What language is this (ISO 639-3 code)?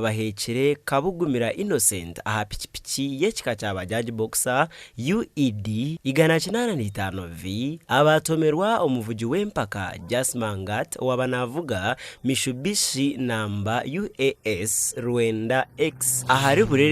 nyn